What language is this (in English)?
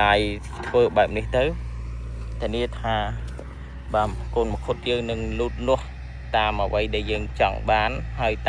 Khmer